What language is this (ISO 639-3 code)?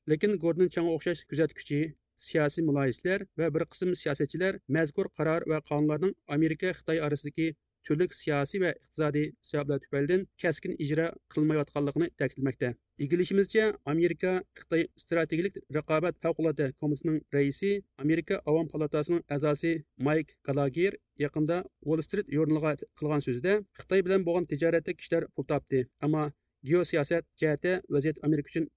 uig